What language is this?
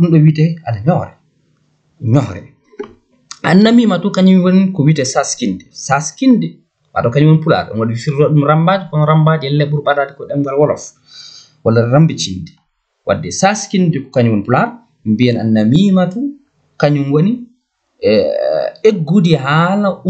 Fula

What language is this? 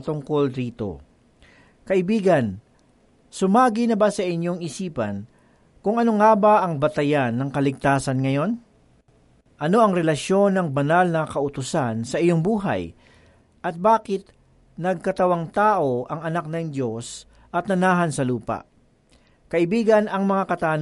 Filipino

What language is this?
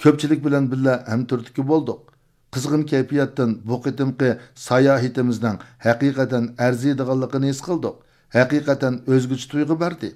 Uyghur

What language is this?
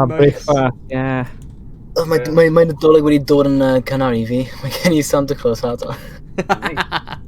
Welsh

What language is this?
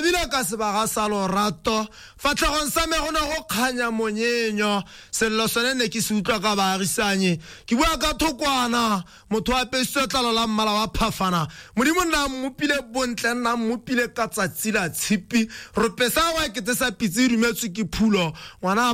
Tswana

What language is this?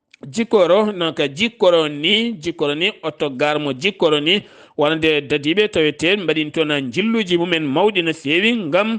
Fula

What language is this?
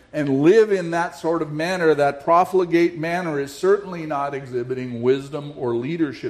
English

